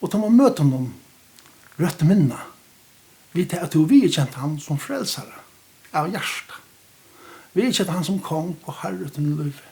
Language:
Faroese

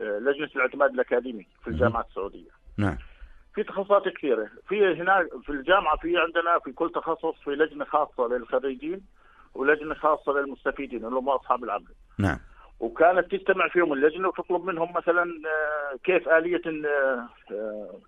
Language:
North Levantine Arabic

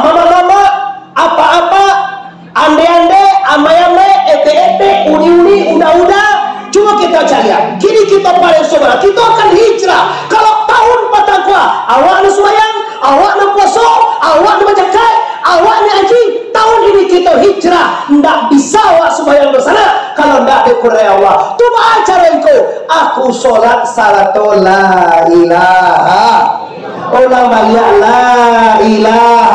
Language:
Minangkabau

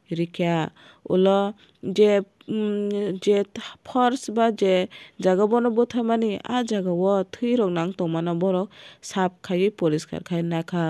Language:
Kok Borok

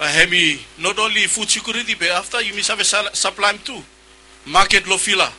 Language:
Bislama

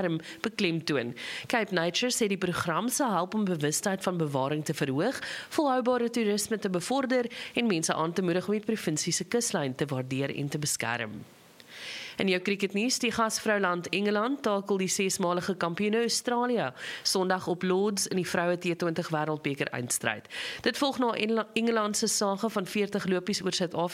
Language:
Afrikaans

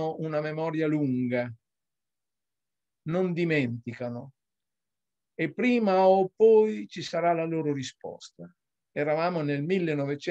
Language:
Italian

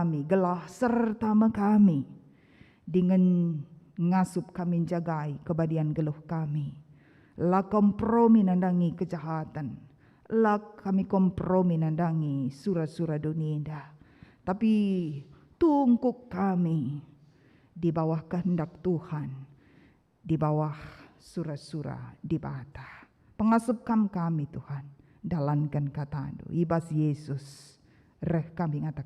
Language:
Batak Karo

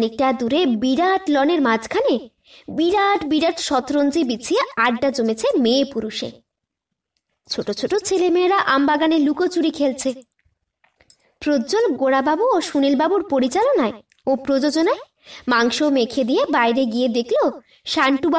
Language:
Bangla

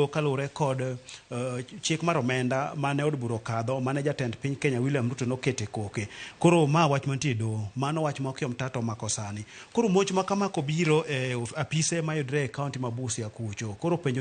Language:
Luo (Kenya and Tanzania)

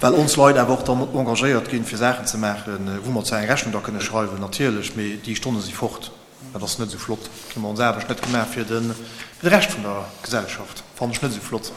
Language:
Luxembourgish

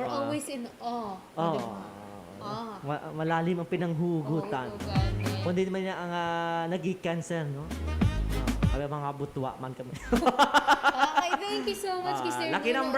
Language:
Hiligaynon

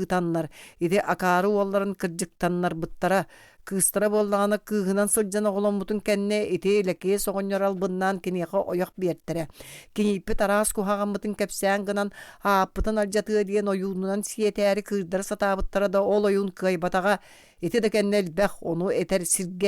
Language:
Yakut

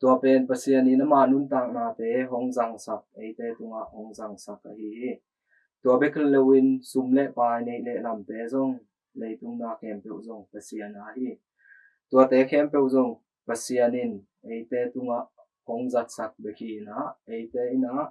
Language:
Tedim Chin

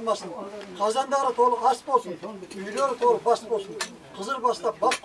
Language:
Kazakh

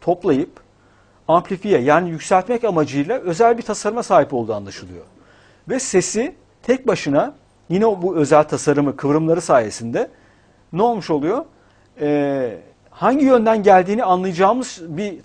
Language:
Turkish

